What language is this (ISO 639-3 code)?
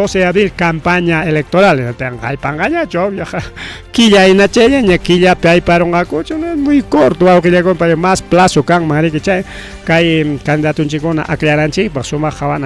quy